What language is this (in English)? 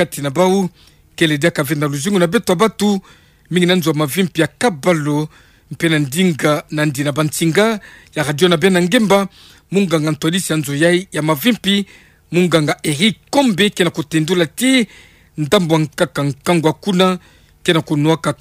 Kituba (Democratic Republic of Congo)